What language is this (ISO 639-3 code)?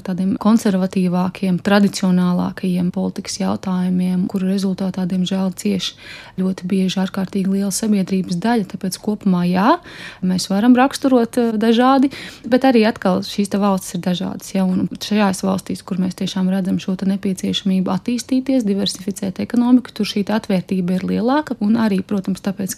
lav